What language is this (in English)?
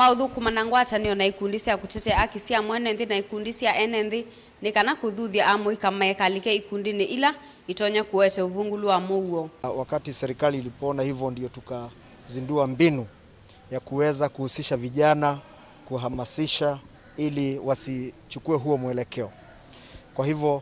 Kamba